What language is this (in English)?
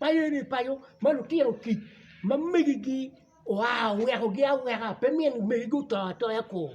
Acoli